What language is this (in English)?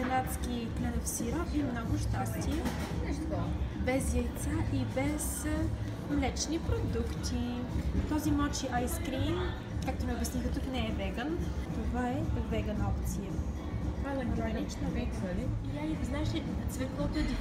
Bulgarian